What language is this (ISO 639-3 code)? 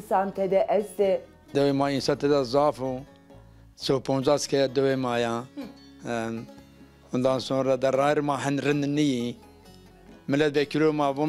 zza